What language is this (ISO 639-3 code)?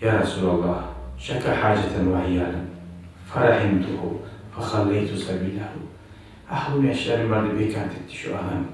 kum